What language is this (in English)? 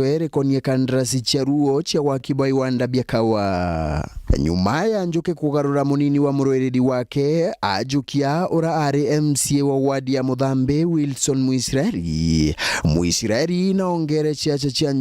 Meru